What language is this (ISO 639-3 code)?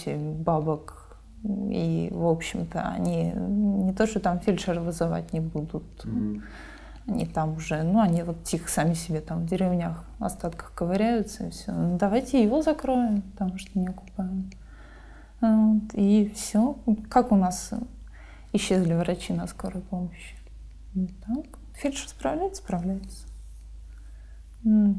rus